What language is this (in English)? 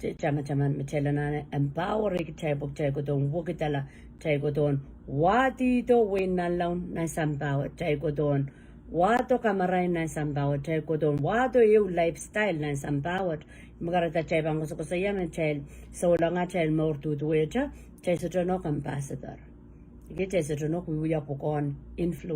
Pohnpeian